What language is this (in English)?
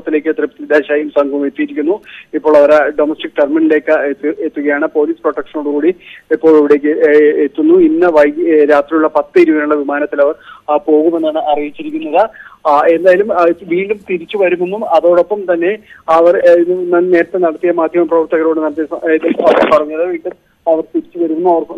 Malayalam